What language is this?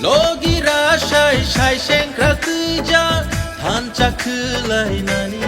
Kok Borok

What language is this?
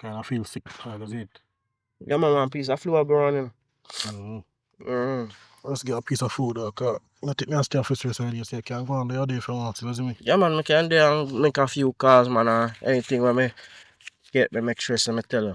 Jamaican Creole English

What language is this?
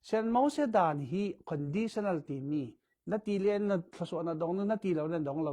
Falam Chin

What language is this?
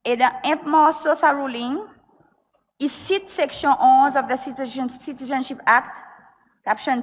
Seselwa Creole French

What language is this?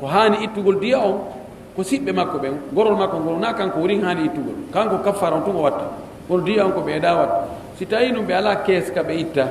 Pular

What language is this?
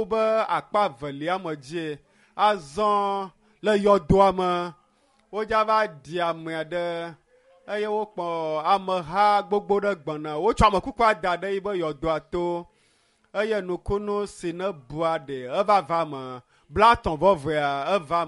Ewe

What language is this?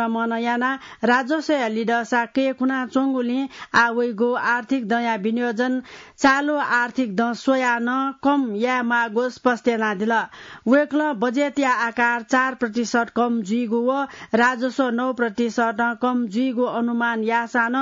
Newari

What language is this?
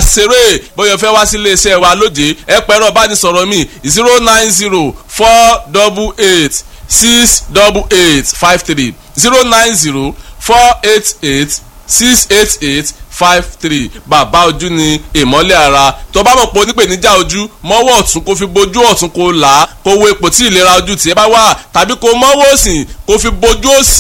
Yoruba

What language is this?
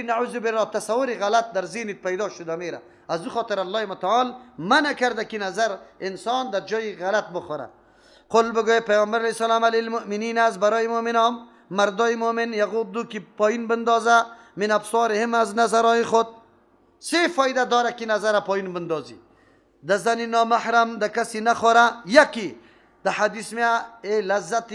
Persian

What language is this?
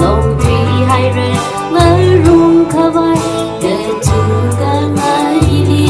Tangkhul Naga (India)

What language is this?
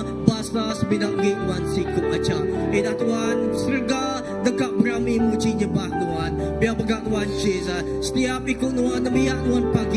Iban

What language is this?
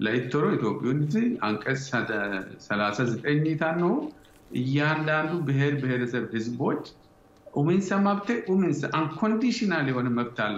Sidamo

